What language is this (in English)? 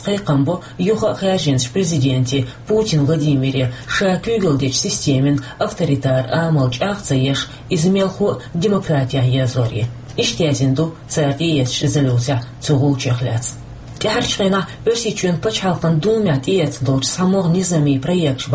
Chechen